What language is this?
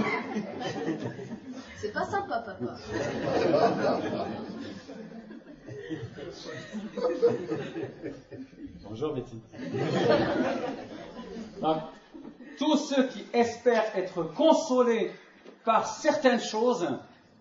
French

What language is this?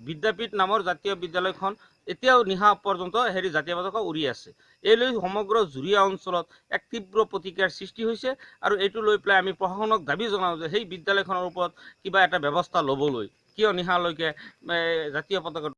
Assamese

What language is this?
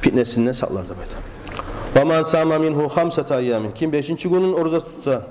Kumyk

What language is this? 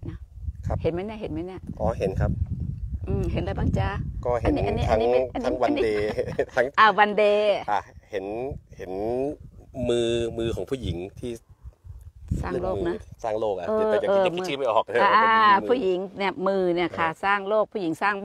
Thai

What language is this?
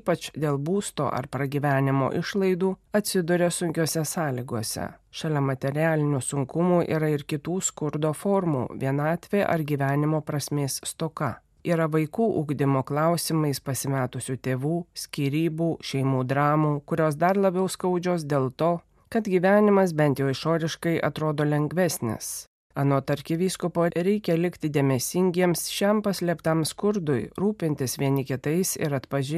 Lithuanian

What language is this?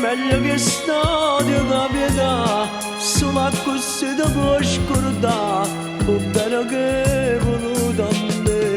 Neapolitan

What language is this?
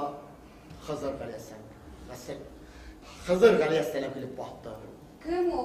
Bashkir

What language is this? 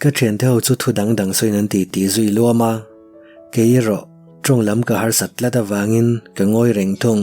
Mizo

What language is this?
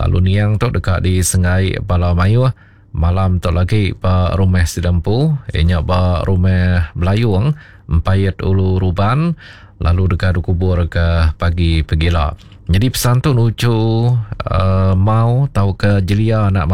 Iban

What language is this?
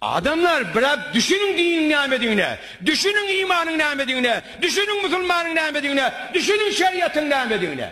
Turkmen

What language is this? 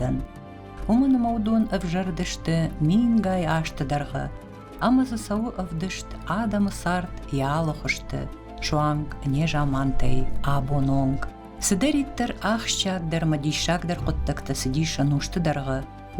Ossetic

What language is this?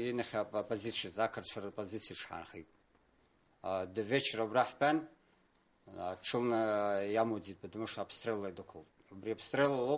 Abkhazian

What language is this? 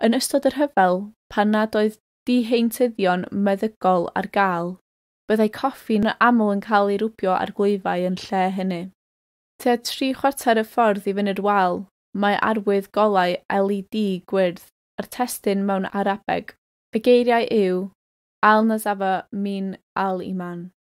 Welsh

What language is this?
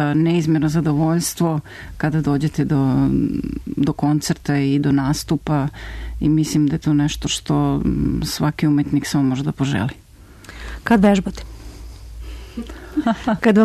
Serbian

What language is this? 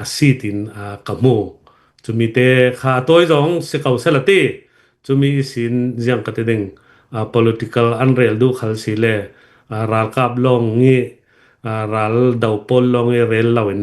Hakha Chin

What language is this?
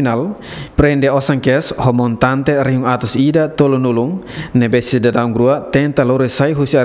Tetum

